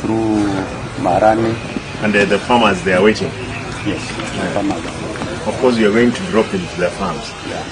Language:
Gusii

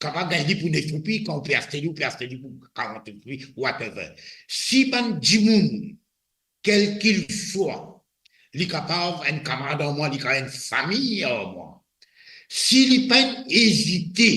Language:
Morisyen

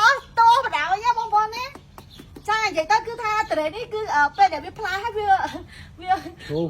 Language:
Khmer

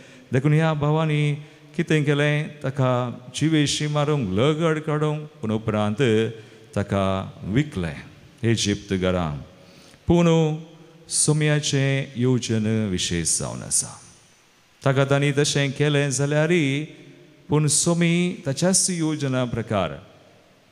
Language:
Konkani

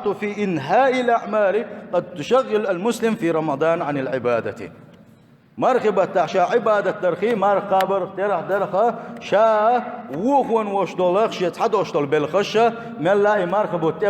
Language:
Chechen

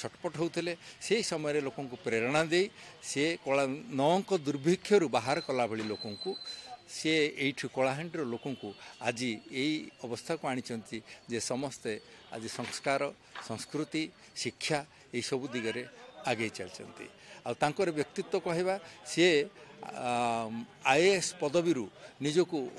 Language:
Odia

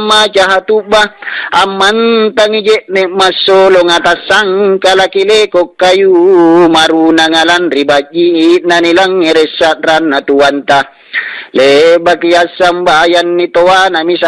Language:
Makasar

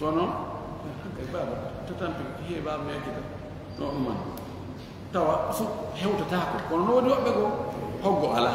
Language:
Fula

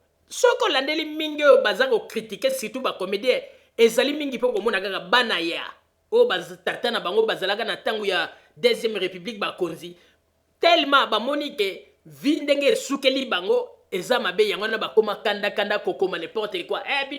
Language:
Lingala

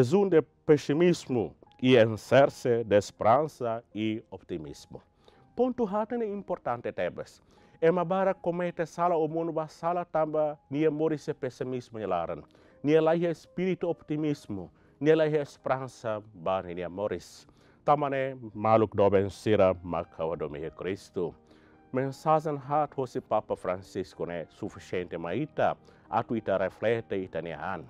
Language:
Tetum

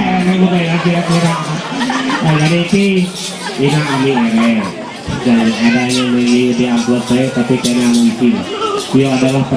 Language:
Ma'anyan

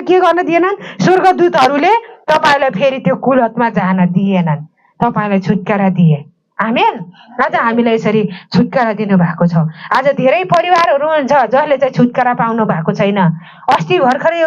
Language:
Nepali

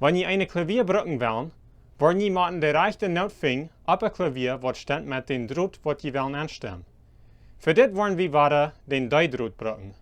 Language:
Plautdietsch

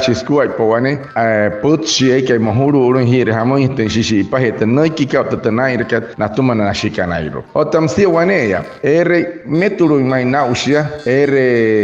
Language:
Wayuu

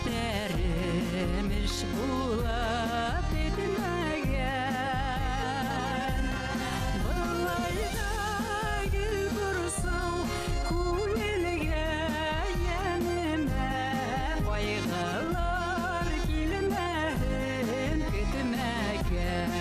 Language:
Bashkir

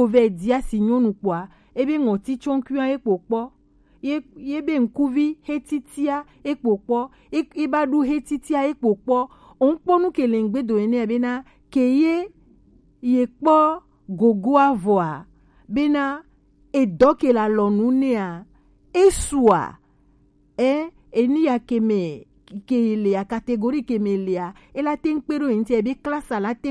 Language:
Gen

